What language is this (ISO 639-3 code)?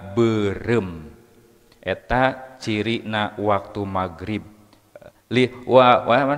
sun